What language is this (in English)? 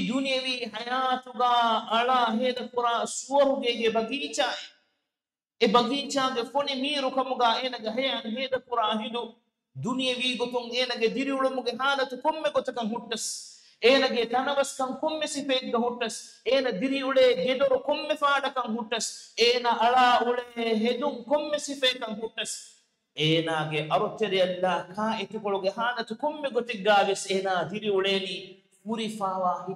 Divehi